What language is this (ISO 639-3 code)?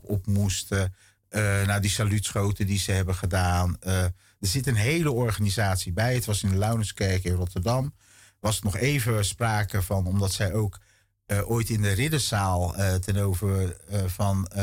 nld